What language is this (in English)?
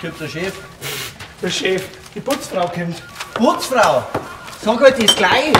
Bavarian